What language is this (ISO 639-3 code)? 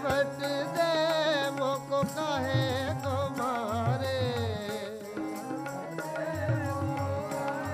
pan